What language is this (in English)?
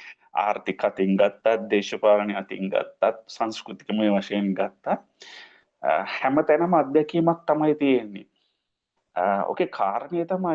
Sinhala